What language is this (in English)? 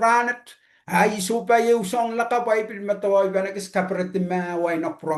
Pohnpeian